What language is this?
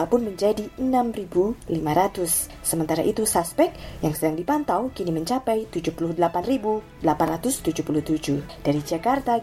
Indonesian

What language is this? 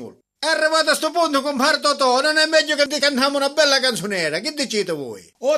Sicilian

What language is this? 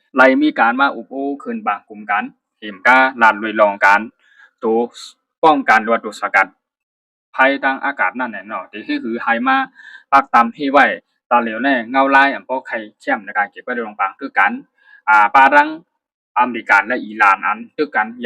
Shan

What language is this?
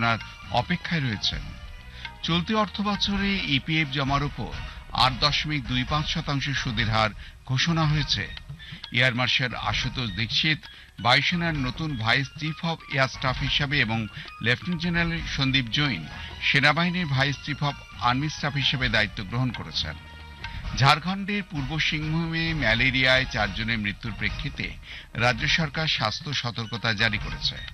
Bangla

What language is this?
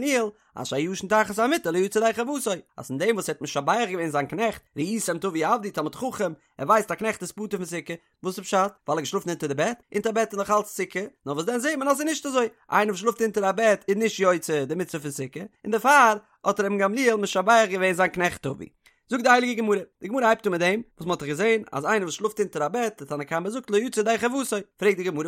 Yiddish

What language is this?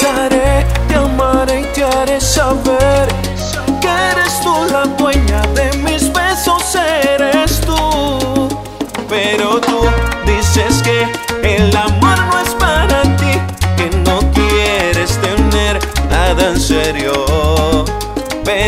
Spanish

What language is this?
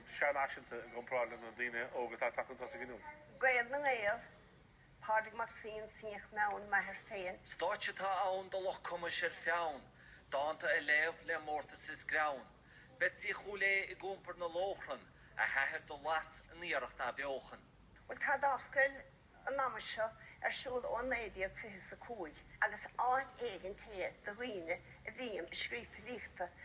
Irish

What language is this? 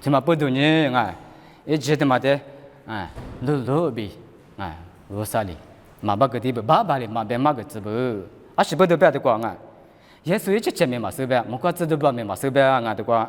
Lisu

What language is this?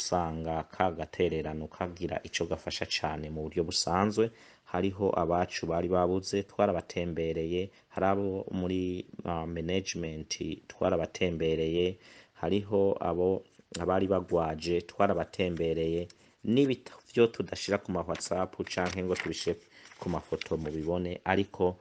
Rundi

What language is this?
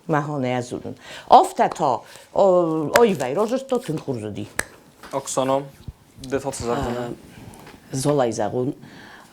Ossetic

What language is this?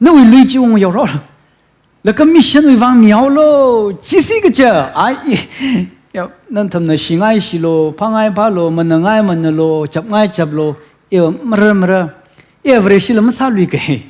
Tangkhul Naga (India)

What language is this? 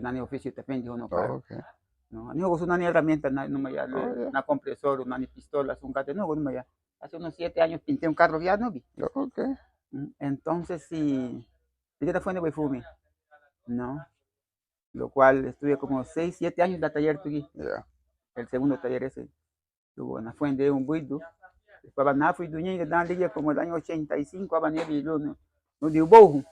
Garifuna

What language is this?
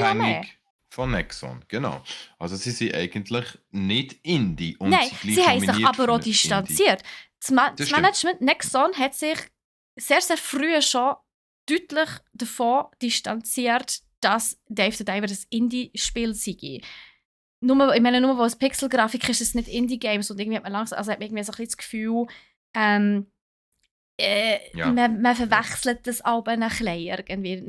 Swiss German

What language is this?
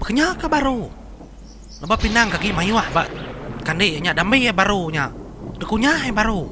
Iban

